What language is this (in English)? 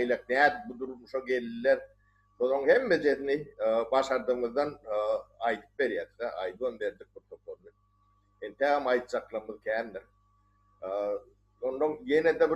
Turkmen